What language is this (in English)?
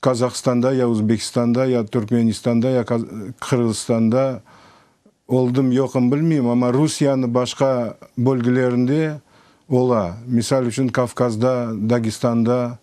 Crimean Tatar